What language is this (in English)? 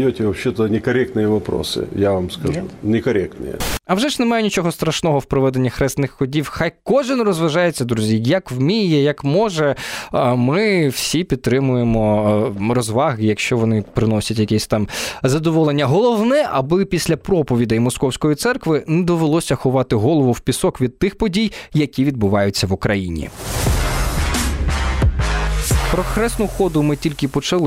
Ukrainian